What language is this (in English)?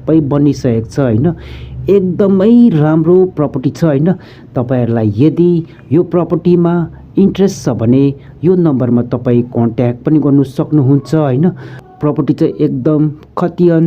Nepali